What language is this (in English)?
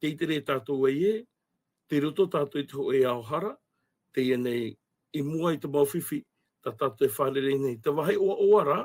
Tahitian